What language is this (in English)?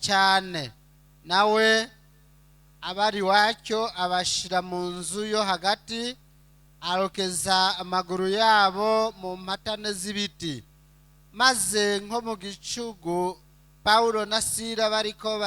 Rundi